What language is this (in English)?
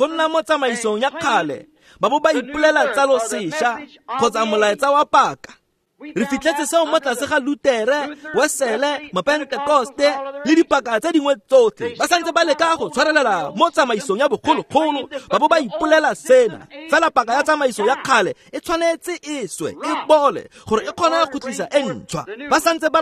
Tswana